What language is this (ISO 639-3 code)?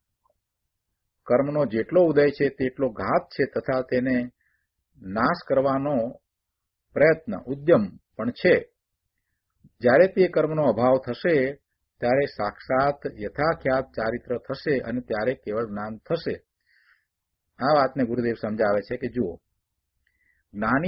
guj